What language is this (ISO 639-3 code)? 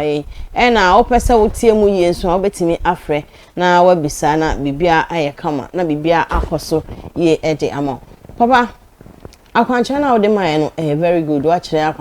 aka